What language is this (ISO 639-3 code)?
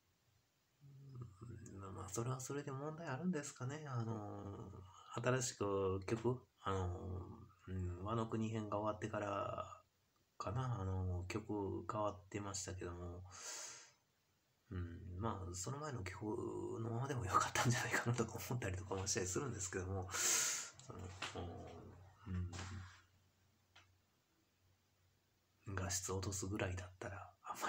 jpn